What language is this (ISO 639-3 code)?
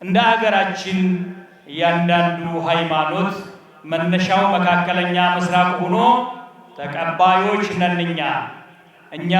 amh